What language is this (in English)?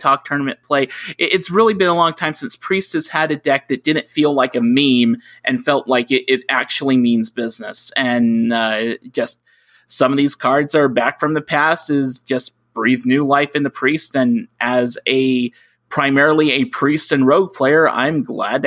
English